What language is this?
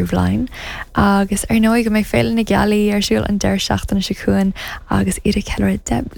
Irish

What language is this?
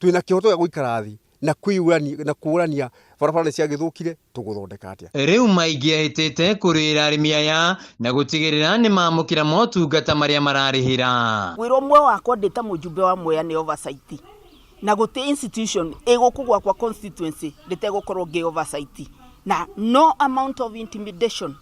Kikuyu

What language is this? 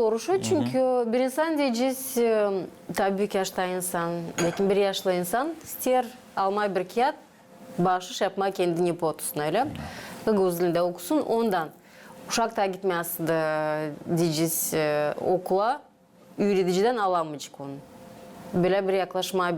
Gagauz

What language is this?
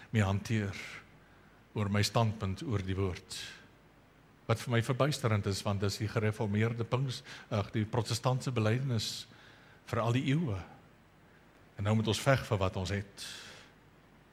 Afrikaans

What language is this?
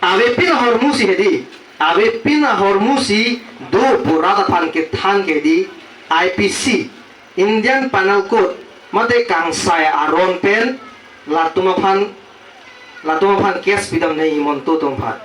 Karbi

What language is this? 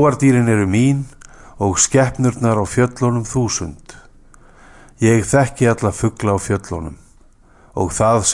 Icelandic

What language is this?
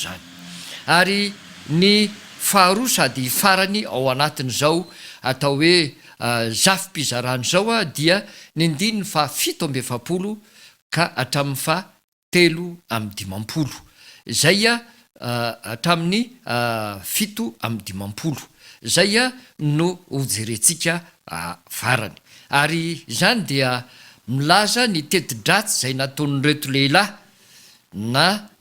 Malagasy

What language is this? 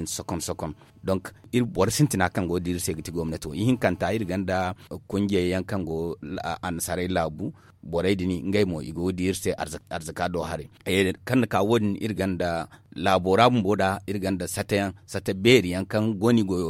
Zarma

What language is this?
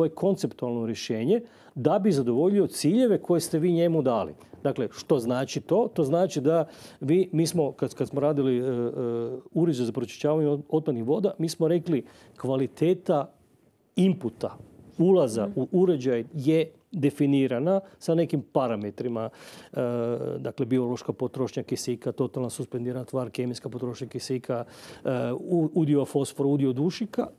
Croatian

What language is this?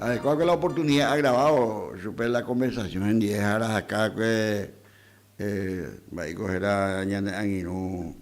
Guarani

